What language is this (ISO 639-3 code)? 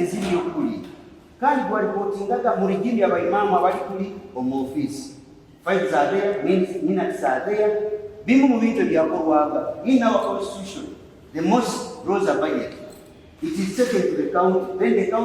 nyn